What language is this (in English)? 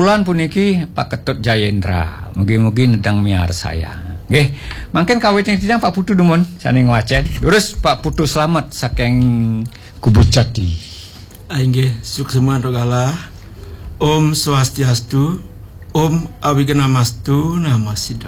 Balinese